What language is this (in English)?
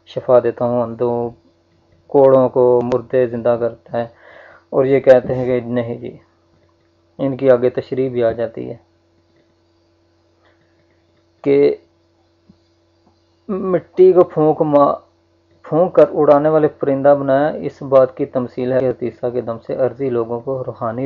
Urdu